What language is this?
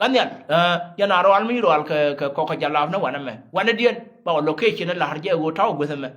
Nuer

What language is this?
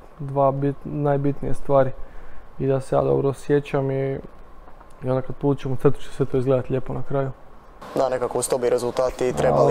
Croatian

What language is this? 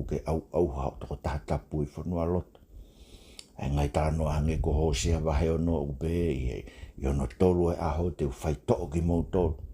Tongan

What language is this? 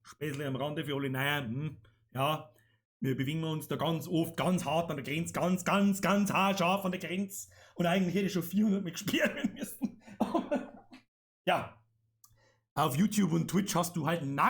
Bavarian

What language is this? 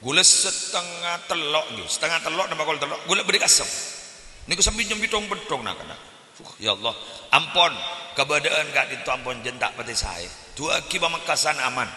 Madurese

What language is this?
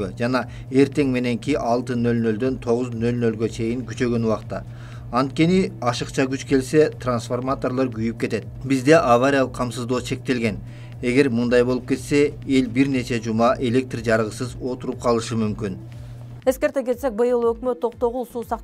Kyrgyz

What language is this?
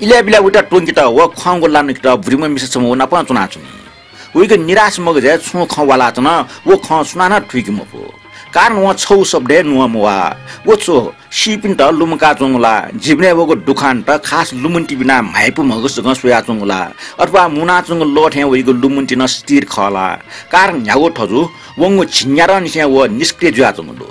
Newari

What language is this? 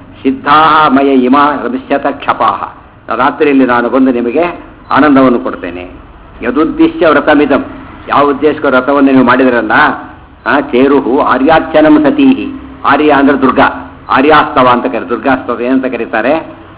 Kannada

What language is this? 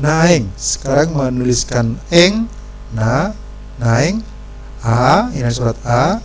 Batak Toba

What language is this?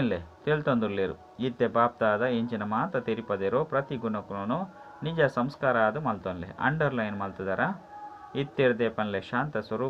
Tulu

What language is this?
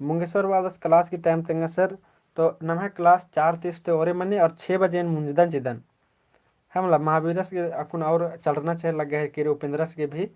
Kurukh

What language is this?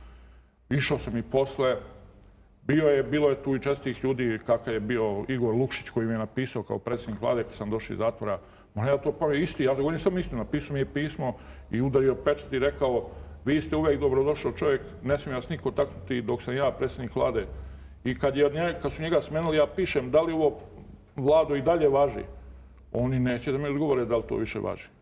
Serbian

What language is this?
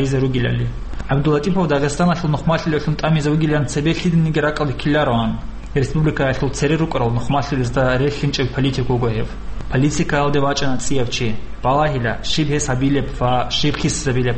Avaric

